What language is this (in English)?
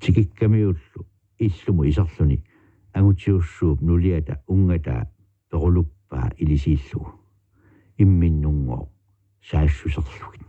Kalaallisut